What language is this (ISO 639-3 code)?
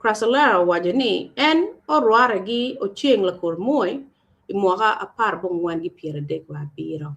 ach